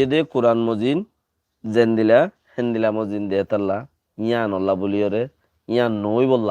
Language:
Rohingya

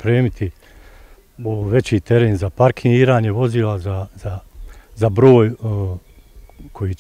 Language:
Bosnian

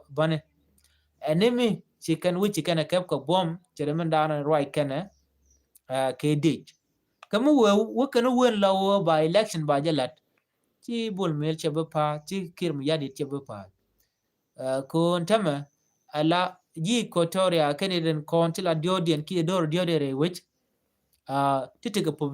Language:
Nuer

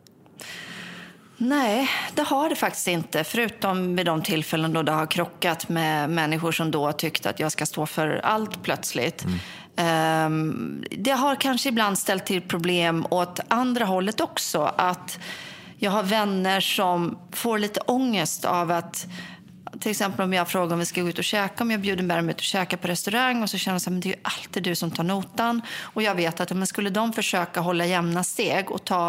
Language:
Swedish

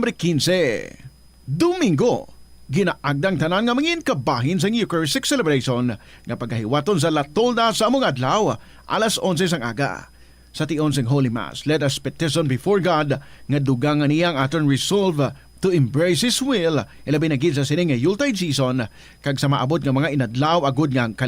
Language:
Hiligaynon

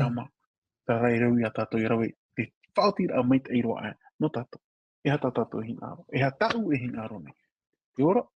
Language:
Tahitian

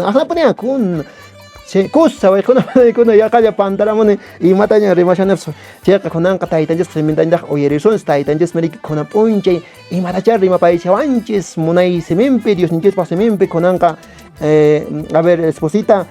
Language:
Quechua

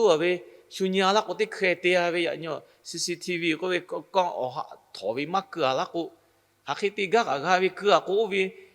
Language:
Lahu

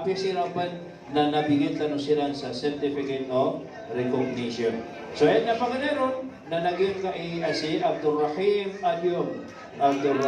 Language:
Maranao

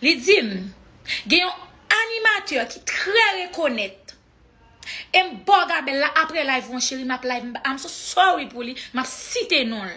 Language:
Haitian Creole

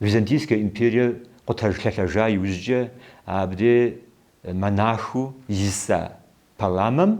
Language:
Kabardian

